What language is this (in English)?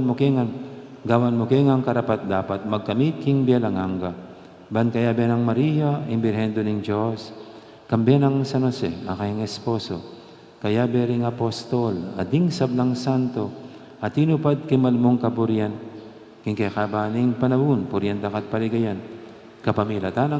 Pampanga